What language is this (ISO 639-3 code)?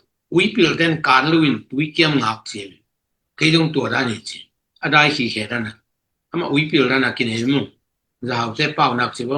ctd